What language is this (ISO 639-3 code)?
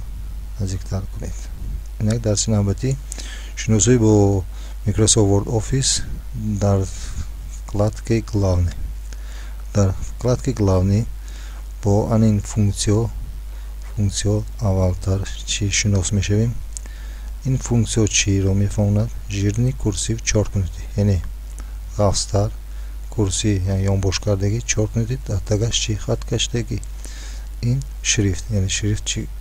tgk